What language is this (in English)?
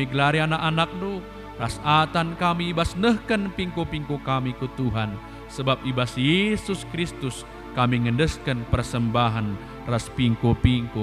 Batak Karo